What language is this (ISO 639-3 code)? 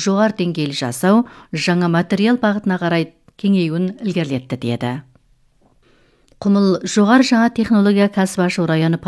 kaz